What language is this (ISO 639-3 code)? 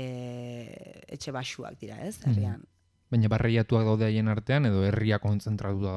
eus